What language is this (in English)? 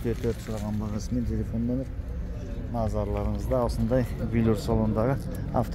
Kazakh